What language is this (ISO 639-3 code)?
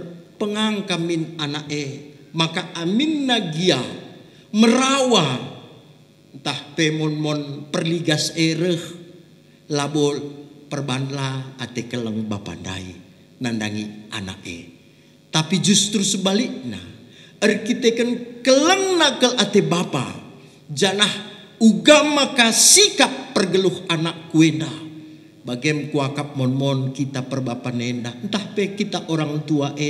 btx